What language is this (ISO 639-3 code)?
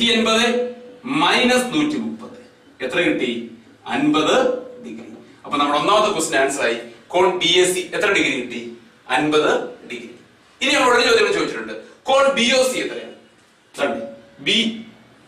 mal